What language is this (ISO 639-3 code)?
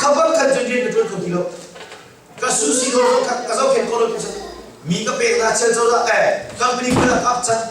cnh